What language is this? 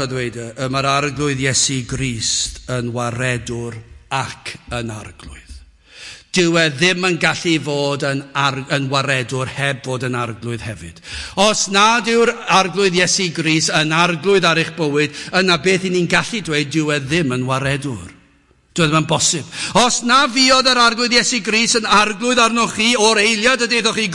Welsh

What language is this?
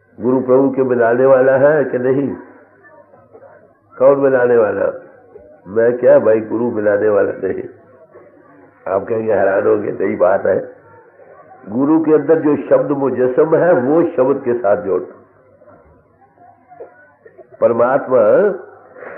Hindi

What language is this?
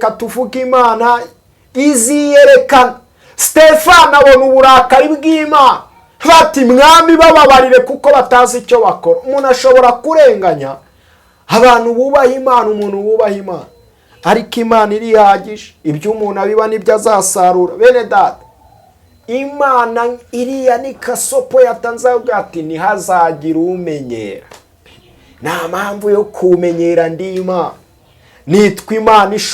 Kinyarwanda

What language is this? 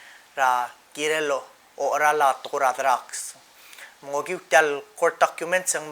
Palauan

